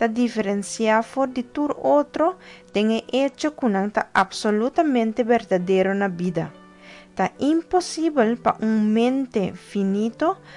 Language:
Papiamento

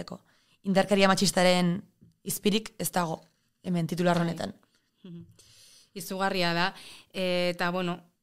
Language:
Basque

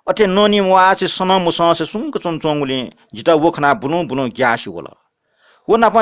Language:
Newari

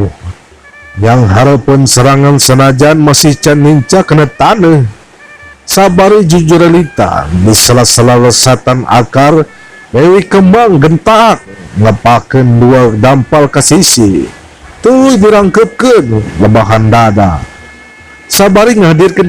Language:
Sundanese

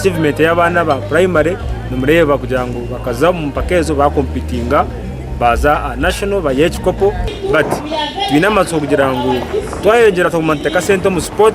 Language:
Nyankole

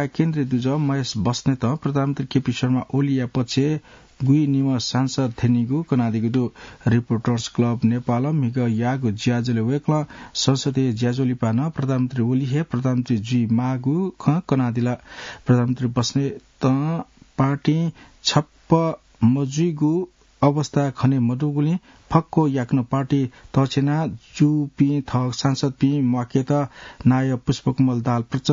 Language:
Newari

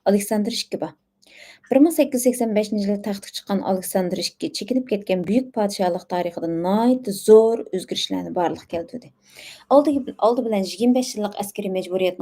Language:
Uyghur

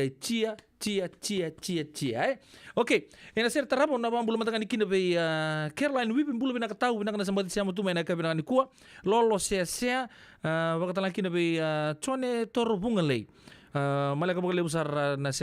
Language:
Fijian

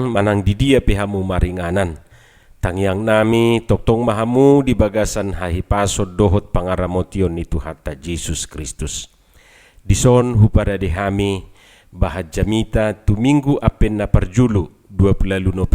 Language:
Batak Toba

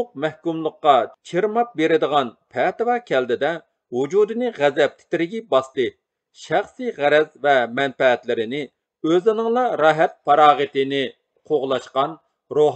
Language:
Uyghur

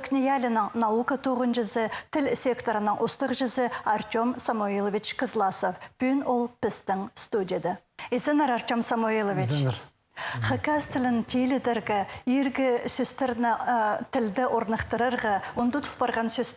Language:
Khakas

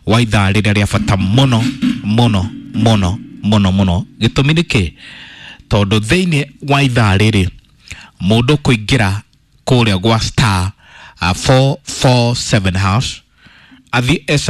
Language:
Kikuyu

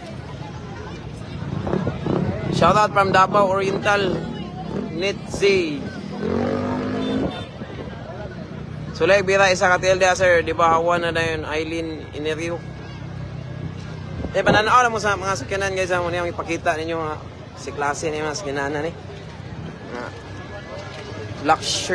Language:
Cebuano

